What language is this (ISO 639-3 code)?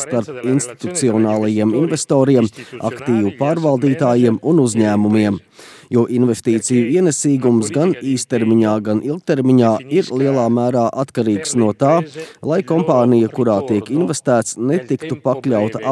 lav